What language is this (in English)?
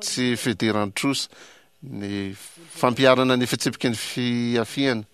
Malagasy